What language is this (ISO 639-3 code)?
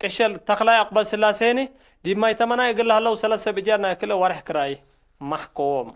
tig